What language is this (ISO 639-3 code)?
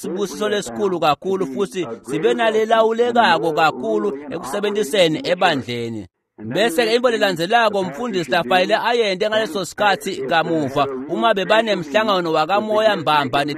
ssw